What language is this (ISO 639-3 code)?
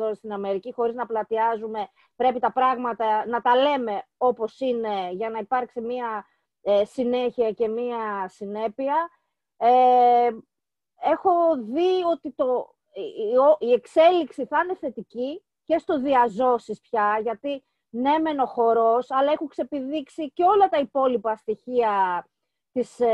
ell